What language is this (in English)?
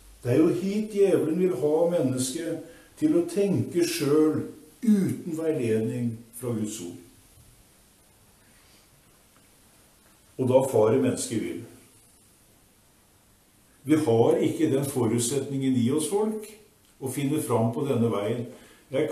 Norwegian